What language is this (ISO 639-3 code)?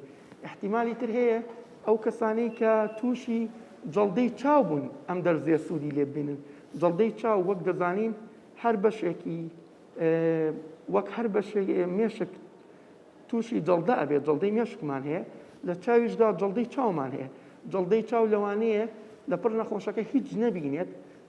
ckb